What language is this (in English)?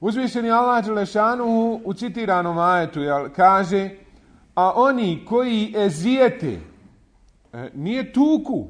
Bosnian